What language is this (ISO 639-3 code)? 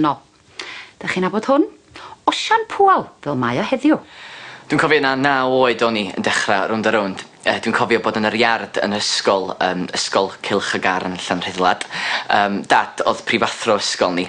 cym